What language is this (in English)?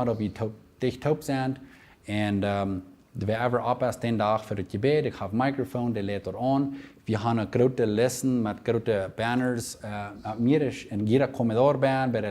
Plautdietsch